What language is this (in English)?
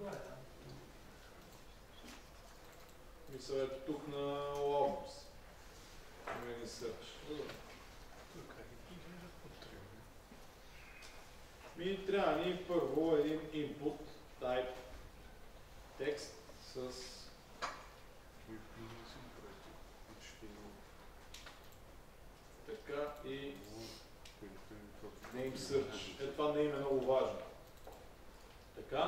Bulgarian